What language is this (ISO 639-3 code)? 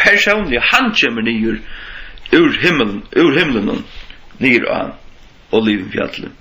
fao